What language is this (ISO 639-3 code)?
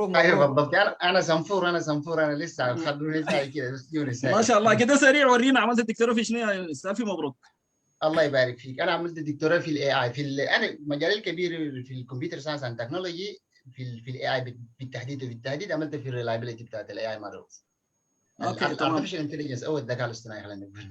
apd